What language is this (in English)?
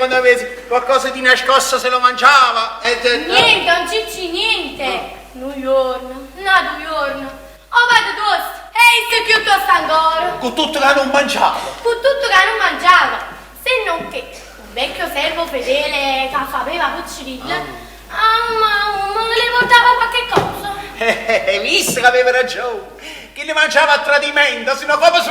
Neapolitan